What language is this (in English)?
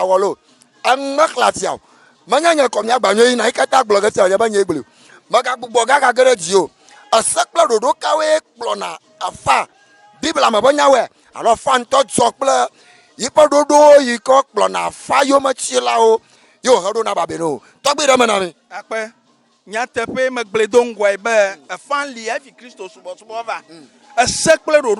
Ewe